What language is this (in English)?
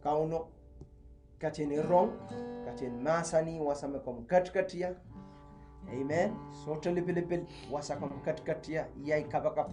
Pohnpeian